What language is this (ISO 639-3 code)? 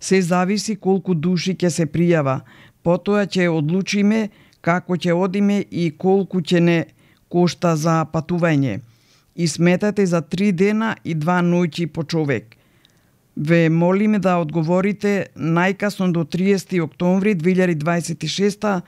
mkd